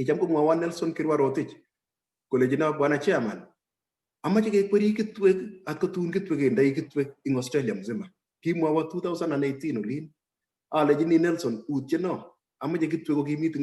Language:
Kalenjin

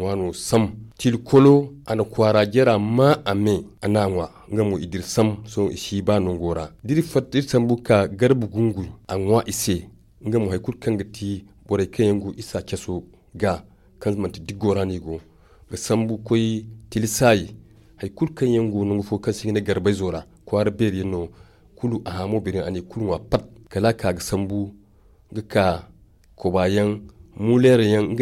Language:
Zarma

